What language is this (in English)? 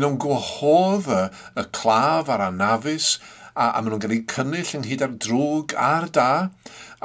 Welsh